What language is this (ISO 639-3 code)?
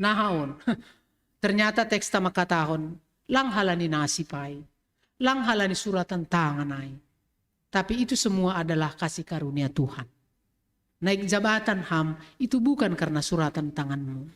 bts